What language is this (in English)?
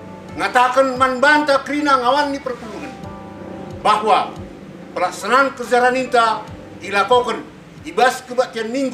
Batak Karo